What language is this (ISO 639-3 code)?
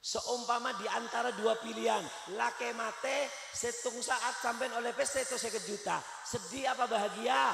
mad